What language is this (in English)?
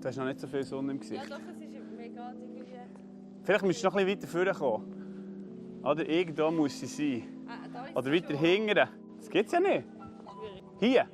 Swiss German